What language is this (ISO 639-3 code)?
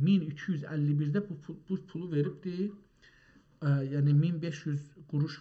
azb